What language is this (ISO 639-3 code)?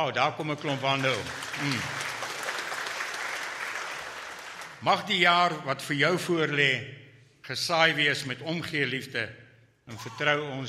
afr